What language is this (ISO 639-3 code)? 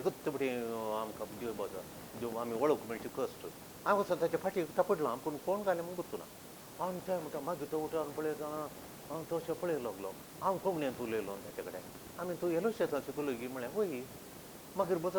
kok